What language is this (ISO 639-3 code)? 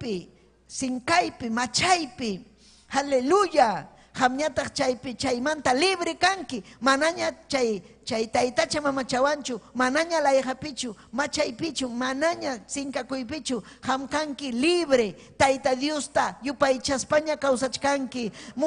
quy